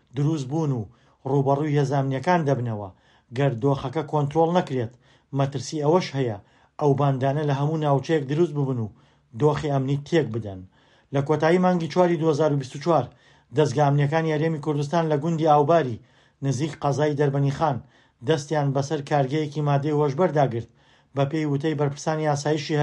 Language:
Central Kurdish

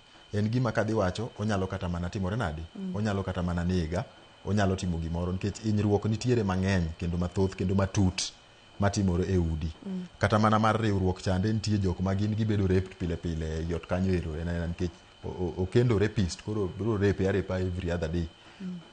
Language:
Luo (Kenya and Tanzania)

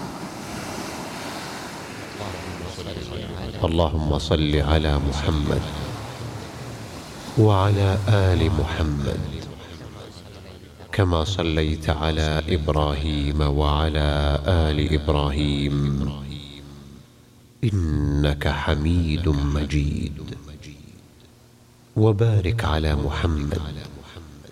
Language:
Arabic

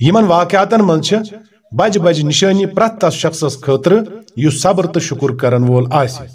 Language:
Kashmiri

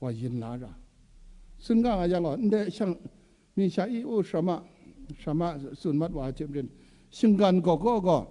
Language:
Kachin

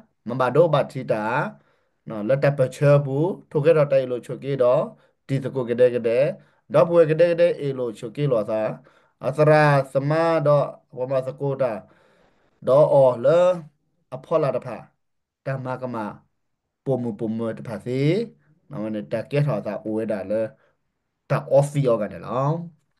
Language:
S'gaw Karen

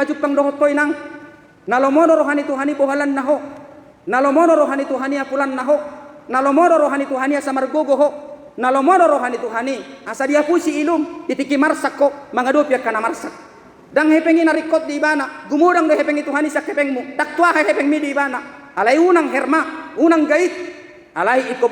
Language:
Batak Toba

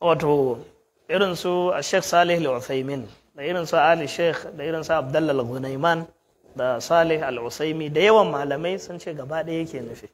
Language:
Hausa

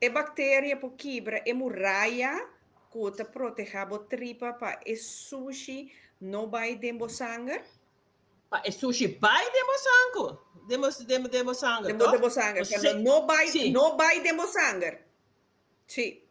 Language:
Papiamento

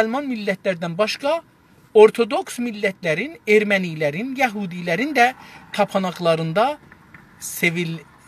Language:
South Azerbaijani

